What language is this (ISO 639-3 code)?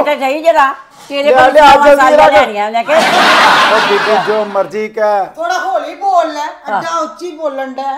pan